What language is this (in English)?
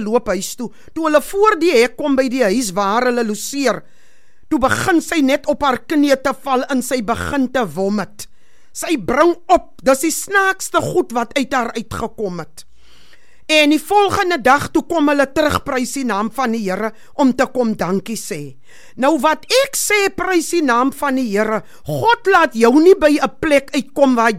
Afrikaans